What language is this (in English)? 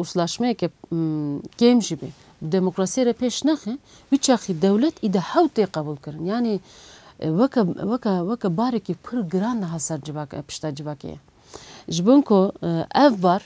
Kurdish